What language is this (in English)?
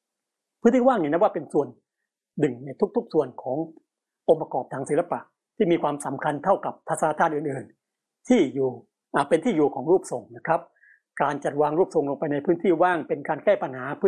Thai